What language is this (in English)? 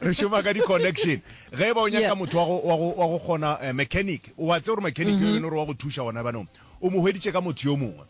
Northern Sotho